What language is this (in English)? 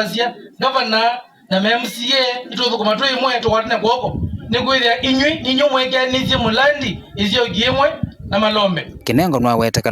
Kamba